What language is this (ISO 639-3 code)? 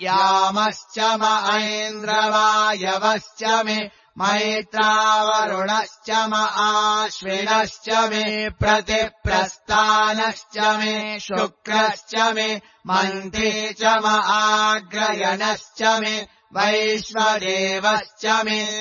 san